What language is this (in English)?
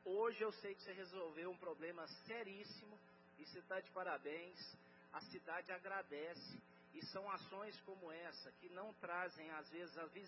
Portuguese